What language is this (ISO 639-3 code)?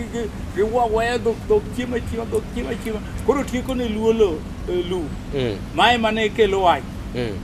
luo